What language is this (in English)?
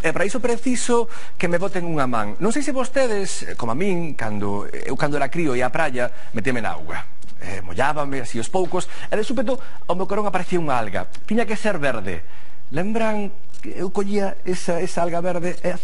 Galician